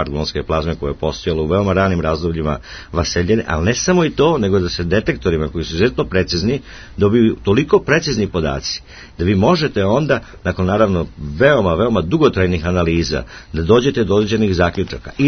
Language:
Serbian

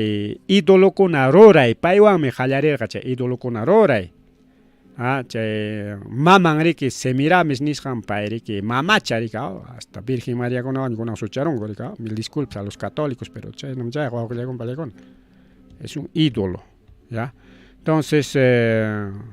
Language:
Ayacucho Quechua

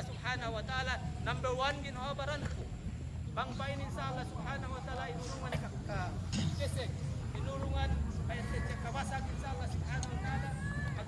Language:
Yakan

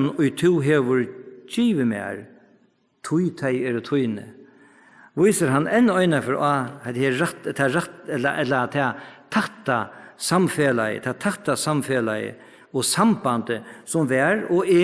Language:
Faroese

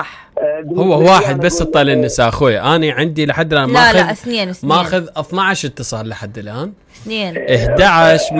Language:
Mesopotamian Arabic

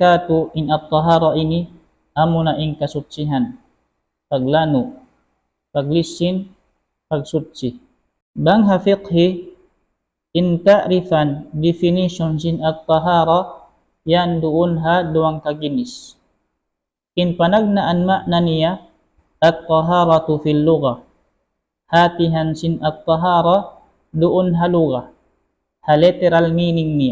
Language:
Tausug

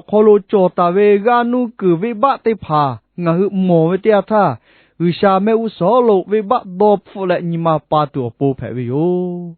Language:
Lahu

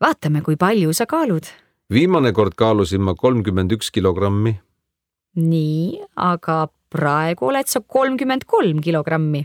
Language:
Estonian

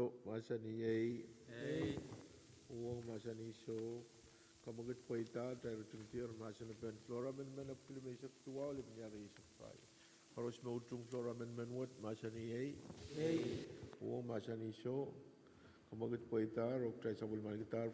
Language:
Pohnpeian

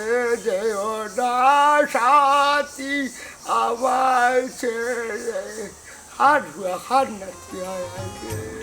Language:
Sylheti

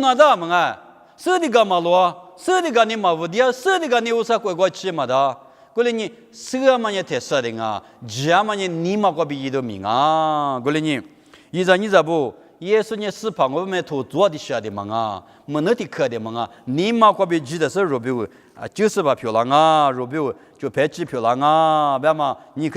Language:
Lisu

